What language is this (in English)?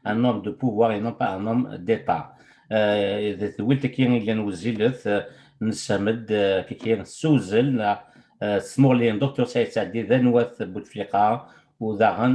Kabyle